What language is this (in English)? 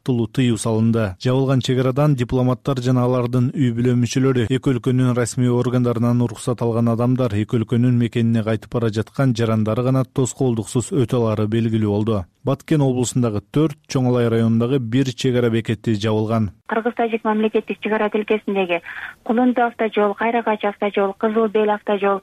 Kyrgyz